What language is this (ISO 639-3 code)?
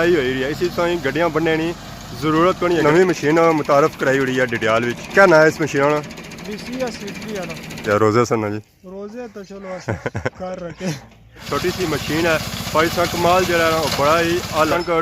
phr